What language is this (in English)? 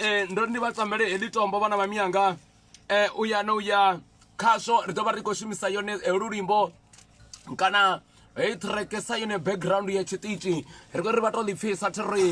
Venda